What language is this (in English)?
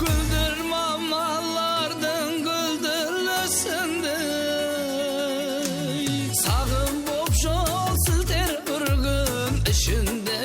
Kara-Kalpak